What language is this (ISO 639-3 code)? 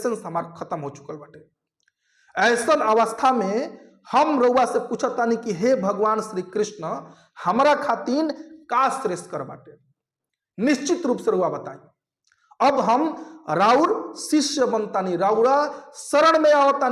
bho